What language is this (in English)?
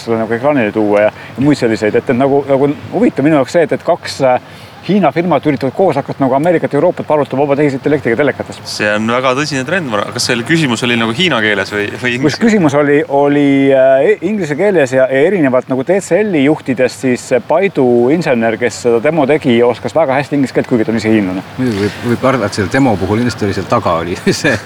Estonian